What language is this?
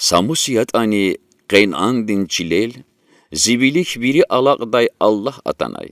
Lezghian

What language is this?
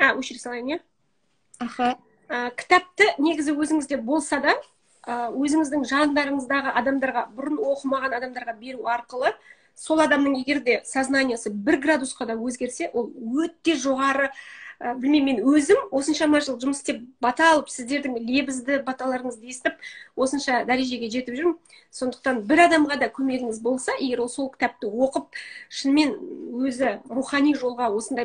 Kazakh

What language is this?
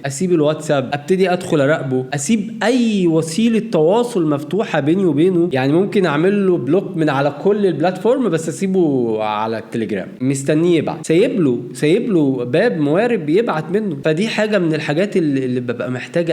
Egyptian Arabic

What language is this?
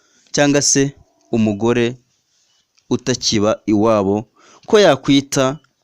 Kinyarwanda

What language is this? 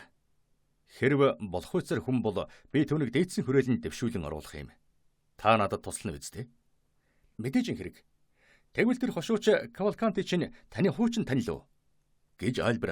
Mongolian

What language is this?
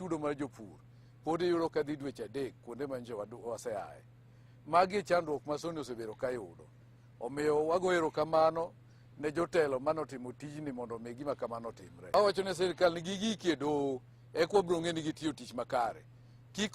Luo (Kenya and Tanzania)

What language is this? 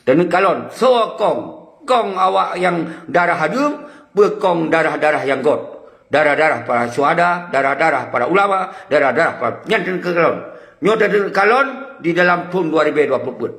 Achinese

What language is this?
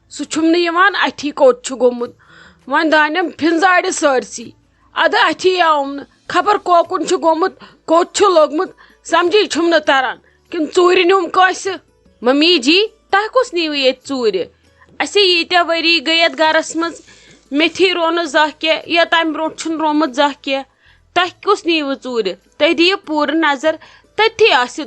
Kashmiri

